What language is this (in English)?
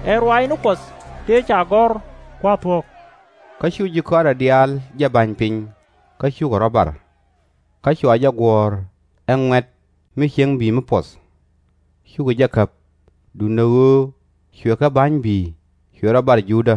Nuer